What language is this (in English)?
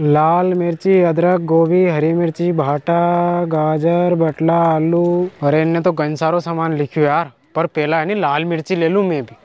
Rajasthani